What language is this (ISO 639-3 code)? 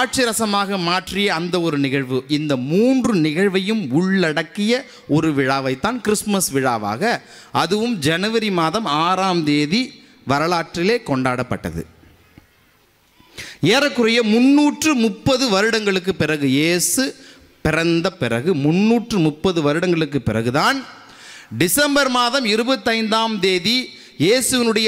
tam